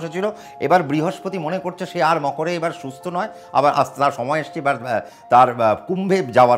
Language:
Bangla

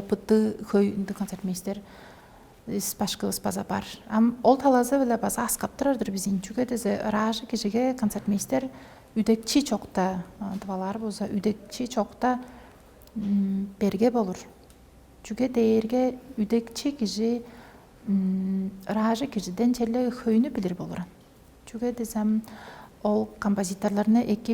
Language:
Tuvinian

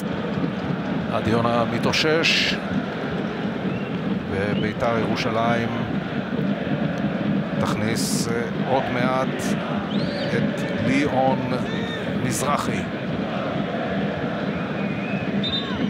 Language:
Hebrew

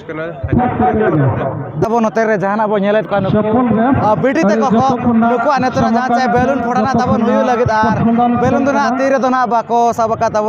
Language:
Santali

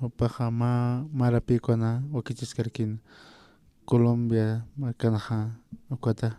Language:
Aymara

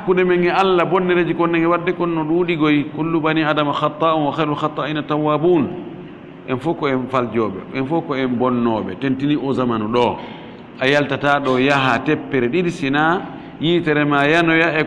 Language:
Fula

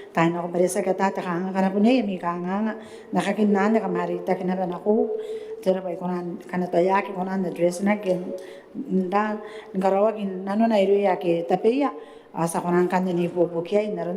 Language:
Gilbertese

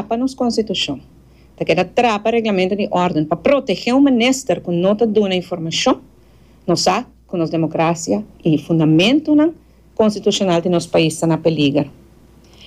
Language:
Papiamento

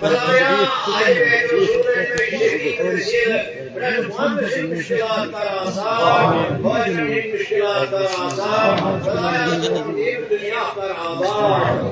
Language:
Kashmiri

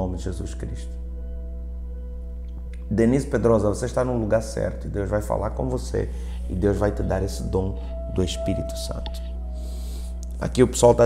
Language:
Portuguese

